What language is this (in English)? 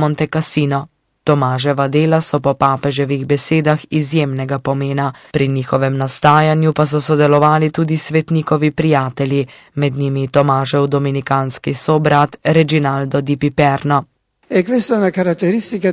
Slovenian